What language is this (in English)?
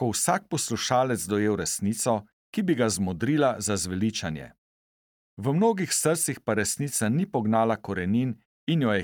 Slovenian